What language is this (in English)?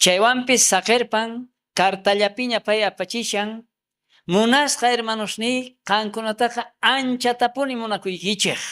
South Bolivian Quechua